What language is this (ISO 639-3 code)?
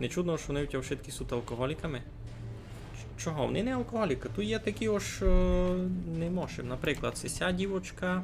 rue